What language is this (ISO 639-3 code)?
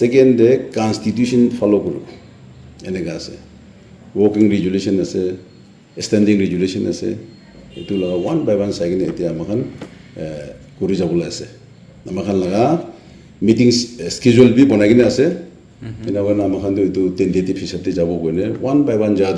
nag